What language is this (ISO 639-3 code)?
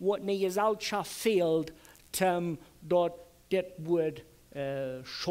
pdt